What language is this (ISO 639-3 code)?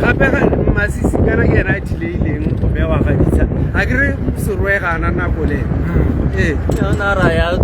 tsn